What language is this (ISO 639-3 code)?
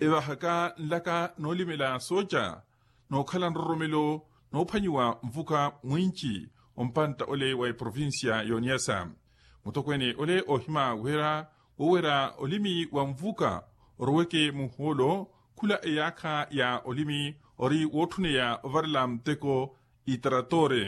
vmw